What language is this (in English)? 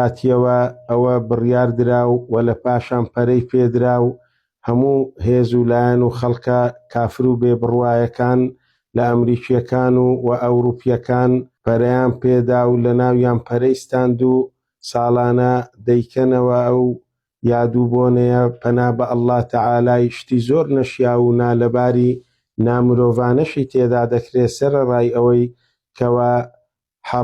Central Kurdish